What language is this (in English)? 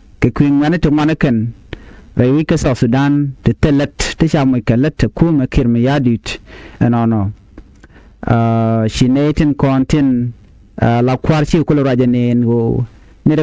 Nuer